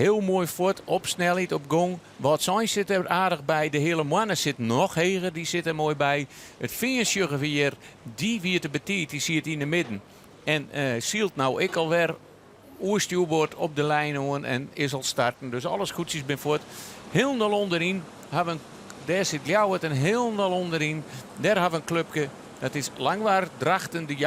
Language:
Western Frisian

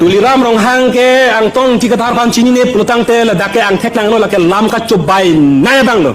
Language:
Karbi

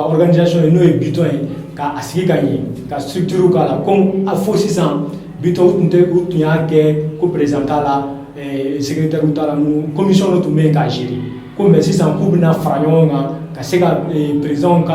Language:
Bambara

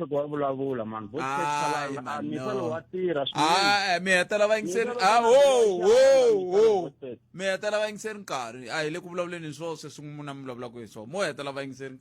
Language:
Tsonga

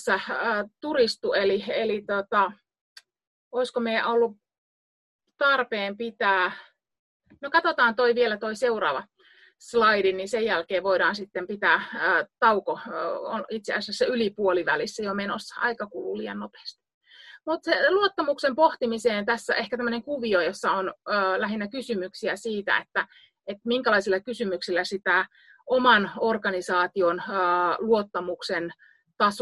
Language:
Finnish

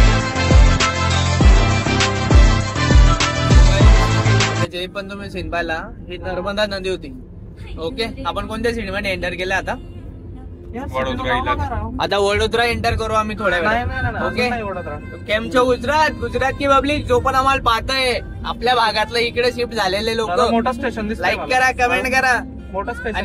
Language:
Marathi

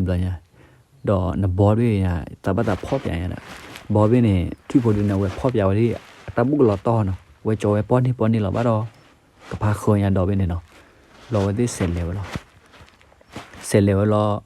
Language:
S'gaw Karen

